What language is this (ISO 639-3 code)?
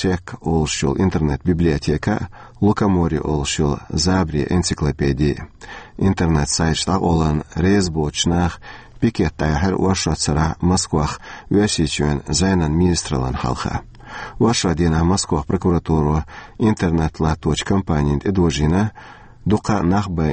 che